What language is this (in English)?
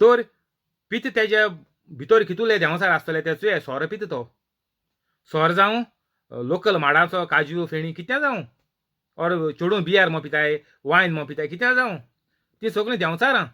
Konkani